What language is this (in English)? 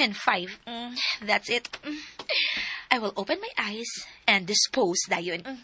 Cebuano